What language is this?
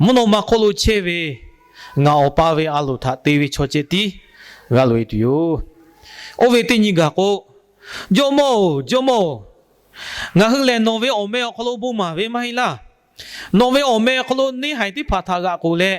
Lahu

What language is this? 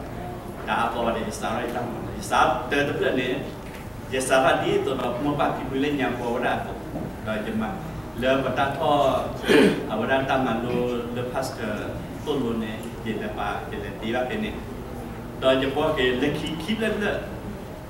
S'gaw Karen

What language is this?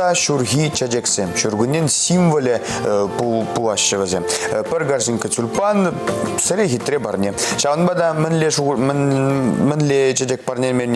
Chuvash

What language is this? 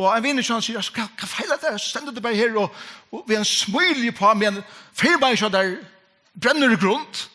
Faroese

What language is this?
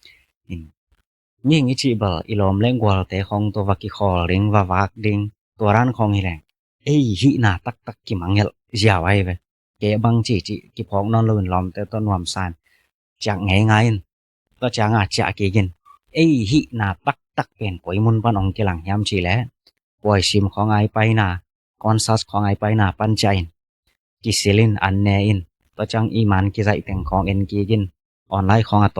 Tedim Chin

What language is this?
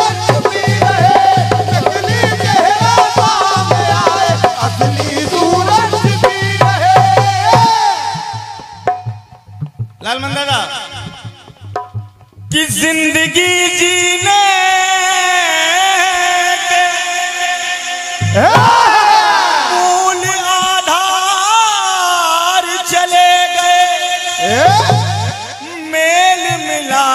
Hindi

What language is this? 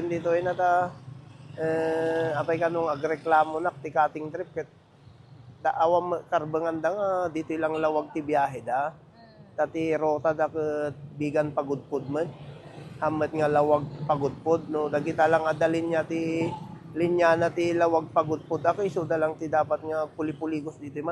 Iloko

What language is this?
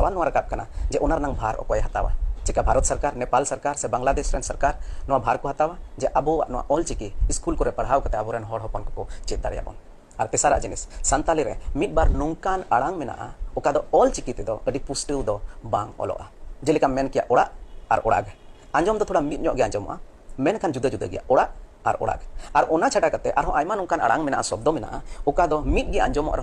Santali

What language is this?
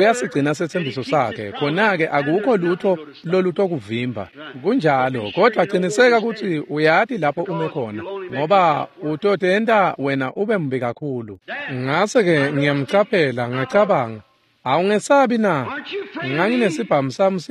Swati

